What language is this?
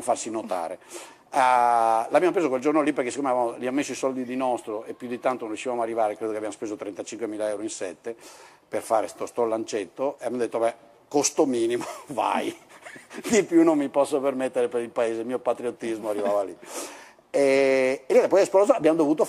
Italian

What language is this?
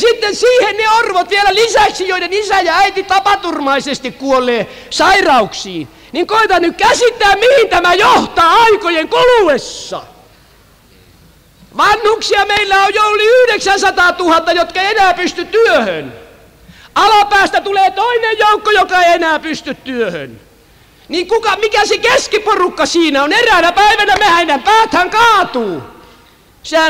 Finnish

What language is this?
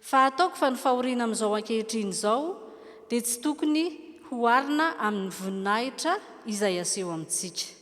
Malagasy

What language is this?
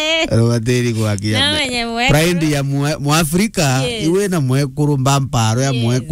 Meru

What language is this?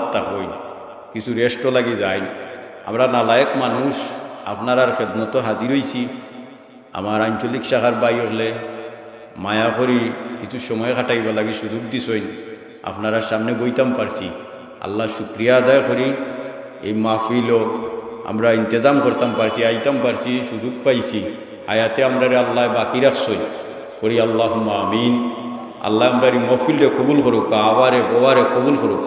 Sylheti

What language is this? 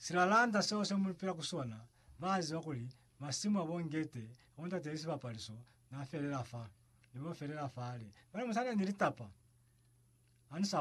Lozi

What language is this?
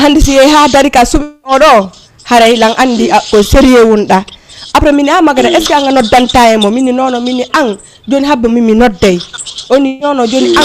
Fula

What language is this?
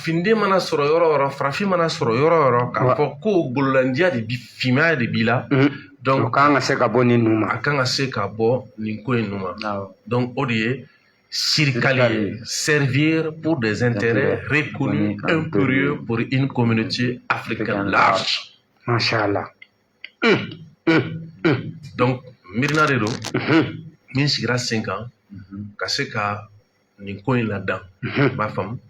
Bambara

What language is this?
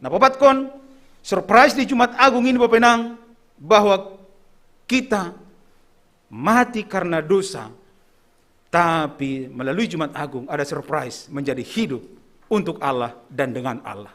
Batak Simalungun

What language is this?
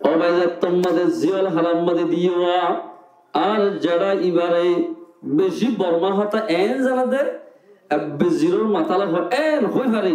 Rohingya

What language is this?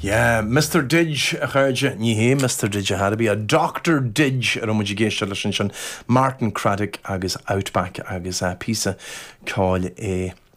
Irish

